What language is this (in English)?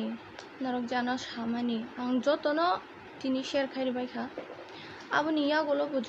Kok Borok